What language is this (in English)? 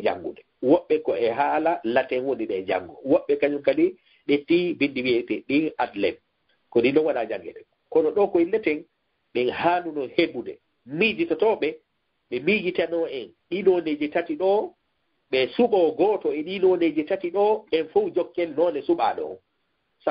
Fula